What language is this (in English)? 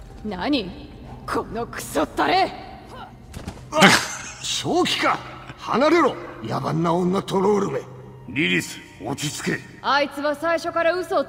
Japanese